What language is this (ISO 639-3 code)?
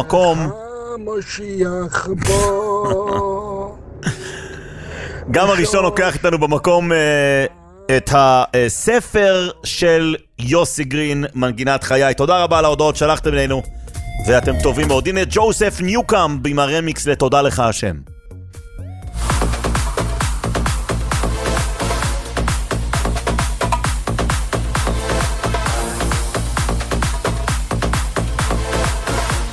heb